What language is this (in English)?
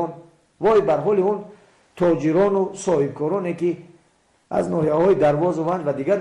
Tajik